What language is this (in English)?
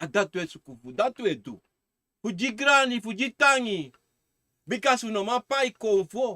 Sranan Tongo